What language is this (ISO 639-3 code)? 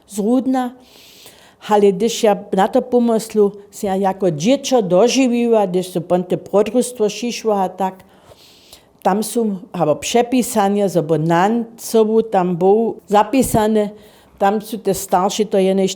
hsb